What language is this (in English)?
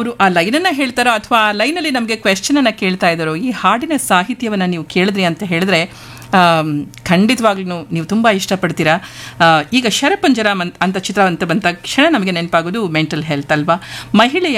Kannada